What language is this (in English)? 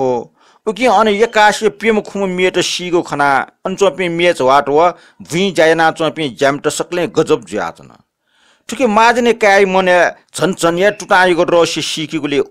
Newari